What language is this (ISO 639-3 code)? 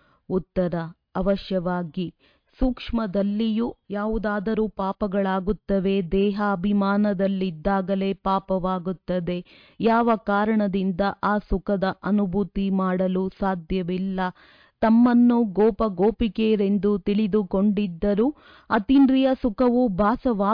kan